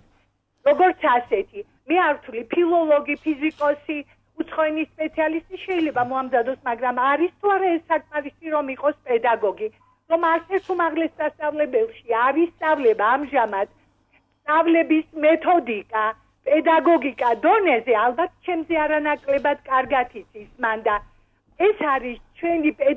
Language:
Georgian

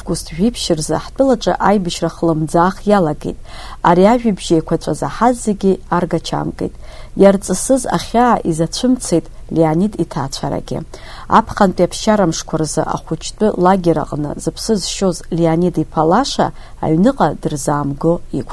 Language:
Abkhazian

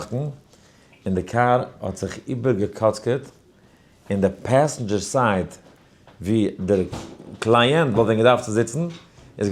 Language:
Yiddish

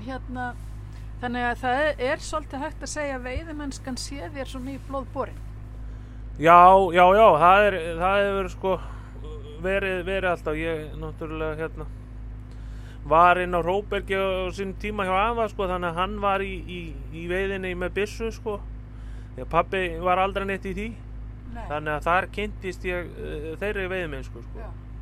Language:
Icelandic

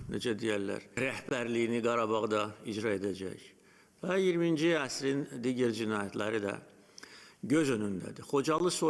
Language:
Azerbaijani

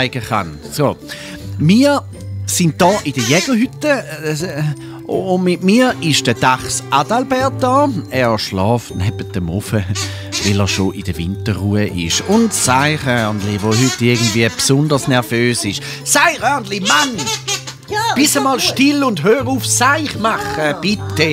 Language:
Swiss German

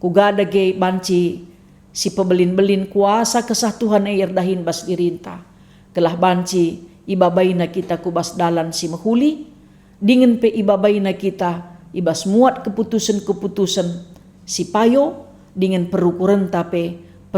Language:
Batak Karo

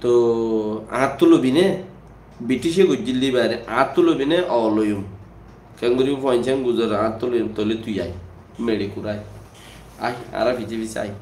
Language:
Rohingya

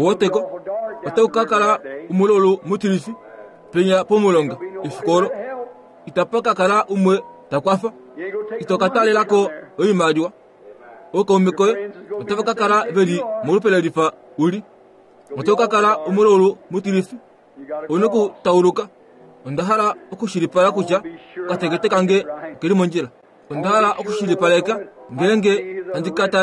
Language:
Kuanyama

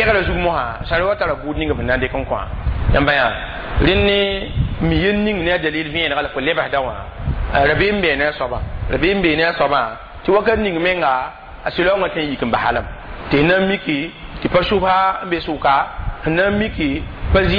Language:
Mossi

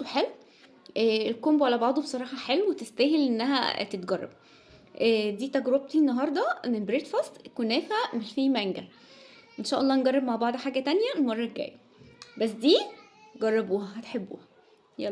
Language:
Egyptian Arabic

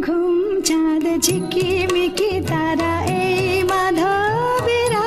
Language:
Bangla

